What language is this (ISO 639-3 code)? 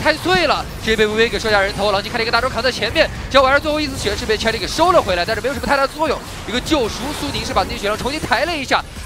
zho